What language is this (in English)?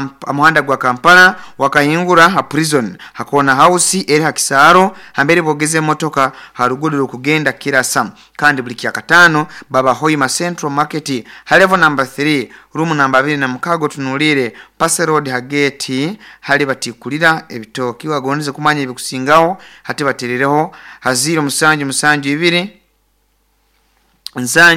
Nyoro